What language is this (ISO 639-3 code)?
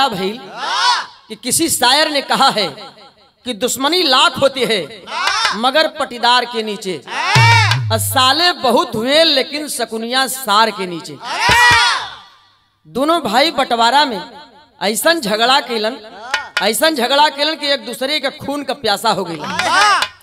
bho